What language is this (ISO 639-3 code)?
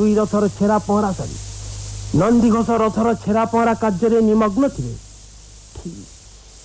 ori